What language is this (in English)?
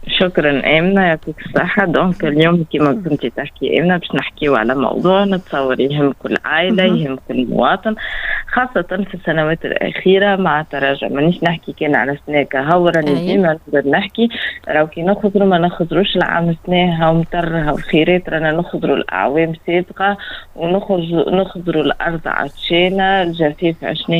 Tunisian Arabic